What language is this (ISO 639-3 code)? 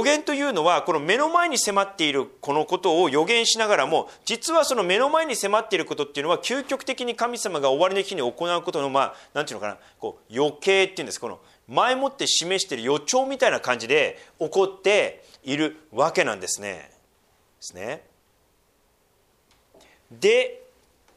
jpn